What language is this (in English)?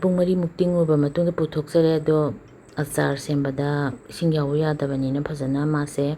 Manipuri